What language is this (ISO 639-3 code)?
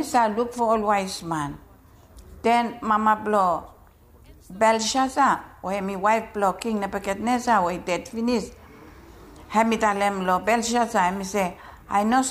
bis